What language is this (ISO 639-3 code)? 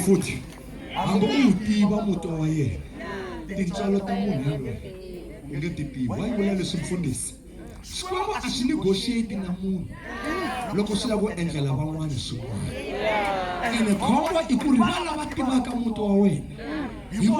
tso